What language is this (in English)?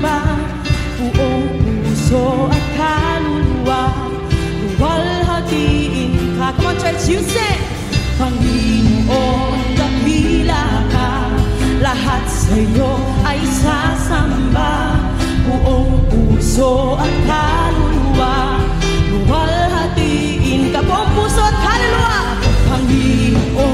Filipino